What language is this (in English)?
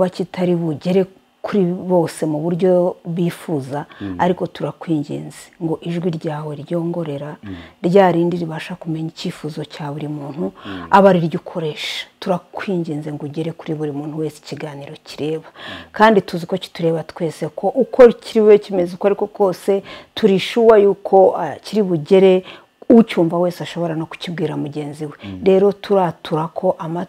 Kinyarwanda